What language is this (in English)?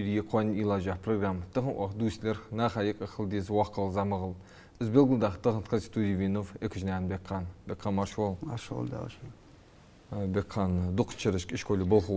Ingush